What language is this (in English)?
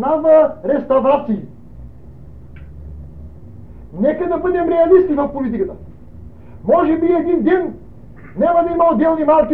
Bulgarian